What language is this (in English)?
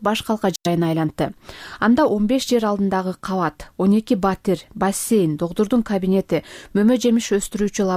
Kyrgyz